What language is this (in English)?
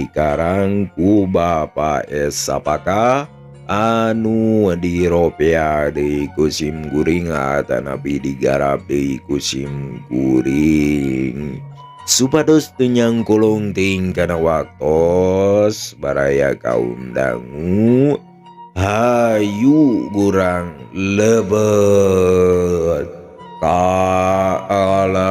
Sundanese